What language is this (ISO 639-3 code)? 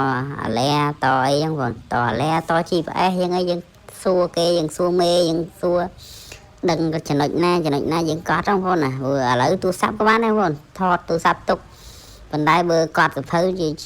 khm